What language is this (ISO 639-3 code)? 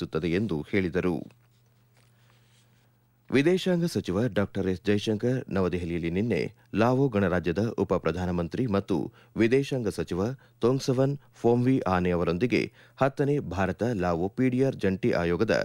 kan